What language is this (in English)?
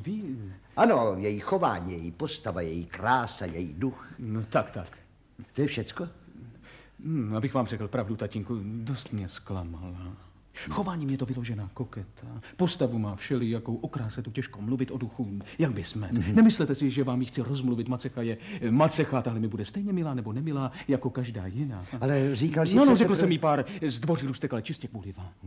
Czech